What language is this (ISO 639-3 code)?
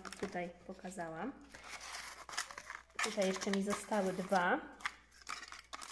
pol